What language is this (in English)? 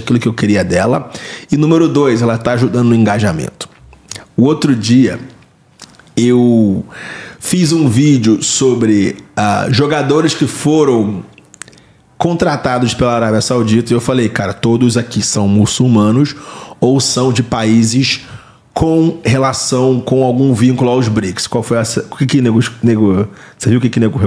Portuguese